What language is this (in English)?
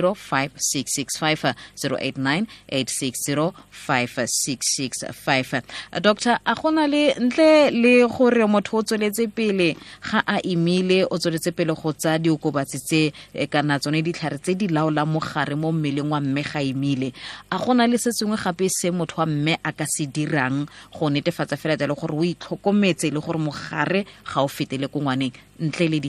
Tswana